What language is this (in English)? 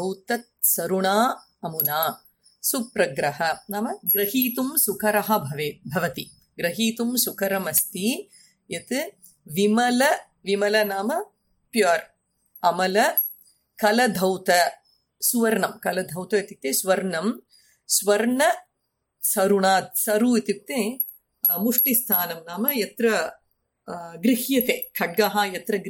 Sanskrit